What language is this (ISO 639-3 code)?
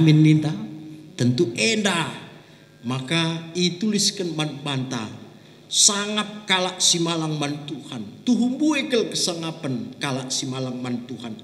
btx